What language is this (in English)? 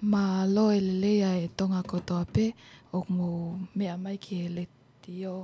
Tongan